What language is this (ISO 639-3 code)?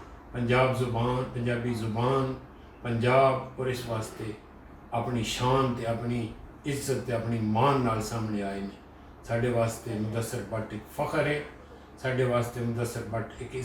lah